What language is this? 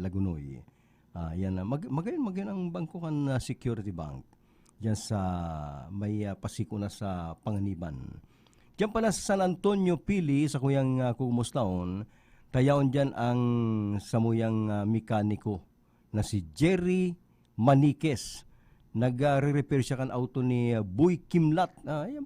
Bikol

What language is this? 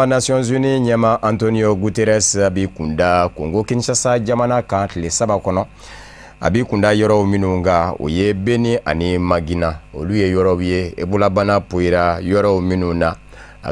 Bambara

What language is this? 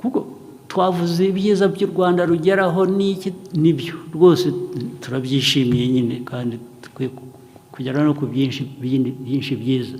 Kinyarwanda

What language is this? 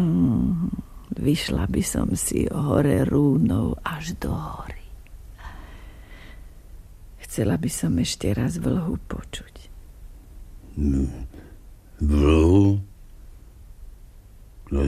Slovak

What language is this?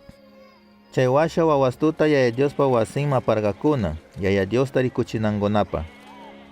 Chimborazo Highland Quichua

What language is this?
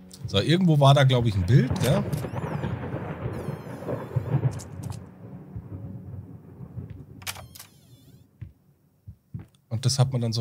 German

